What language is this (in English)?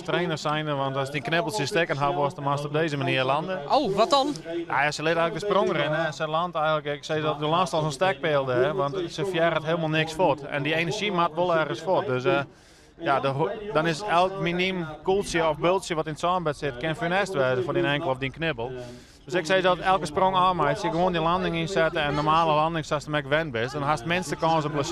Western Frisian